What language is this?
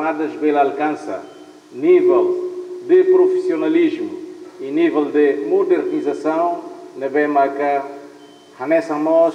Tetum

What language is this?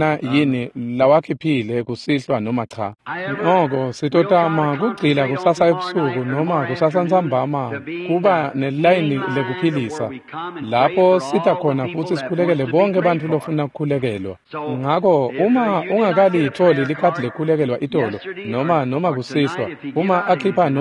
Swati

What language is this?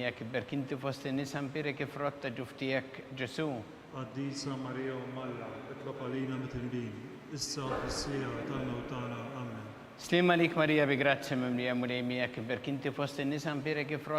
Maltese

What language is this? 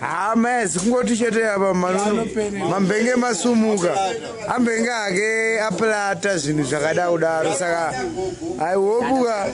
Shona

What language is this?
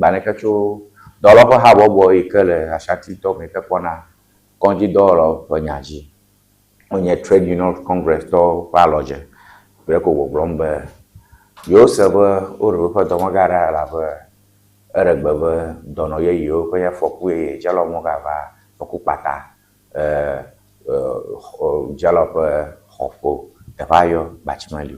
Ewe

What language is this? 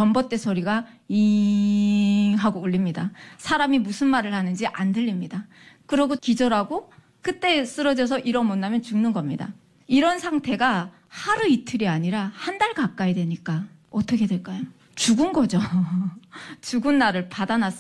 Korean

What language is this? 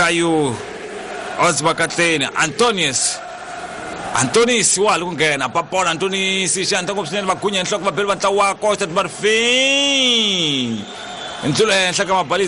Tsonga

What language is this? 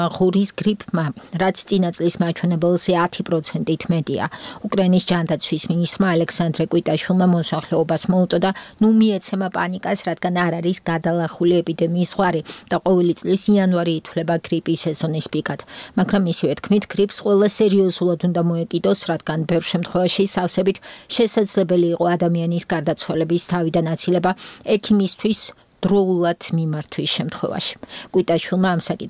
Georgian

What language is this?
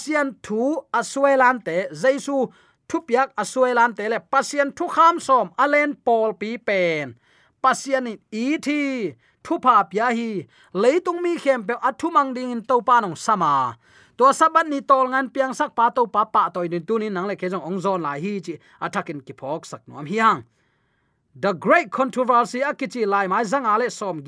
Tedim Chin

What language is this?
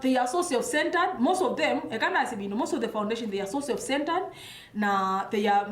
Kamba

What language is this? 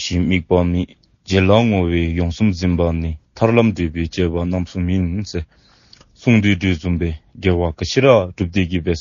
Dzongkha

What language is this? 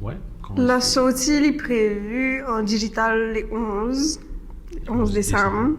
Morisyen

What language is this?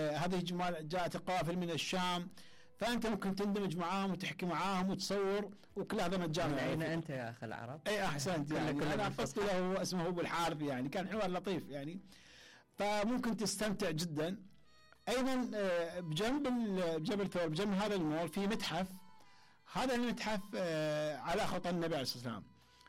Mesopotamian Arabic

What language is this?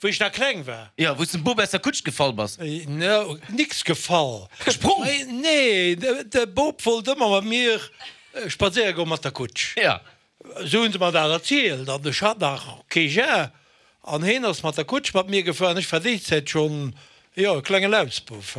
Luxembourgish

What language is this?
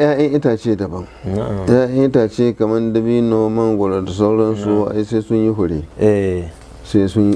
Hausa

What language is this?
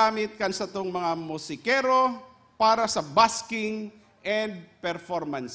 Bikol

